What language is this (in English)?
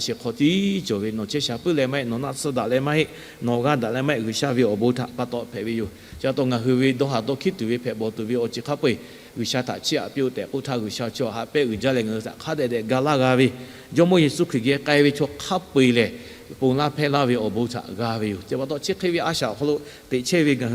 Lahu